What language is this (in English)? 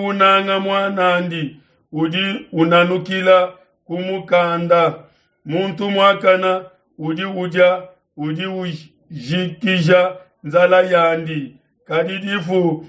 Luba-Lulua